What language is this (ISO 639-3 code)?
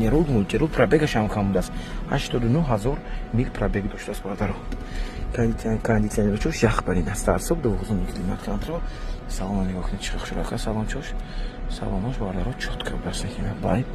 tgk